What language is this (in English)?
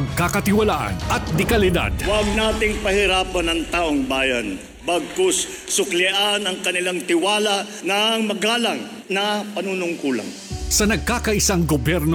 Filipino